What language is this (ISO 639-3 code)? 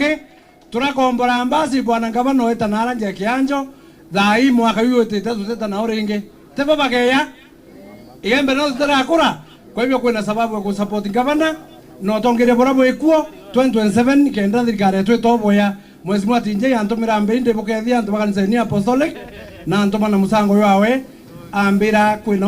mer